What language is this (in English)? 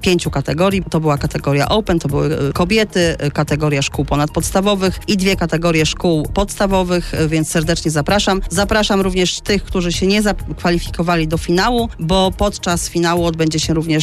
Polish